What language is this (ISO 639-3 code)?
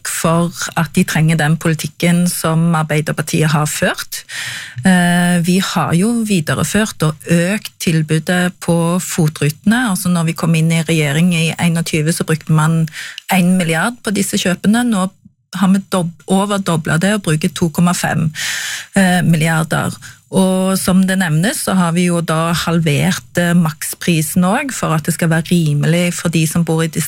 nor